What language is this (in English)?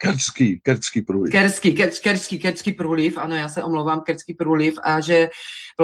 Czech